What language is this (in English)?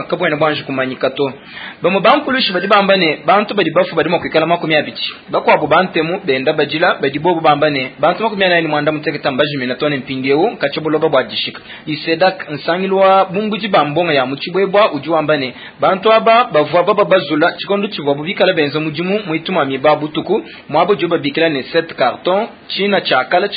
Luba-Lulua